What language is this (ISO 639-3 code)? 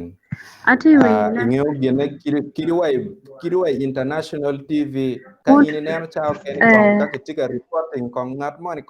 ach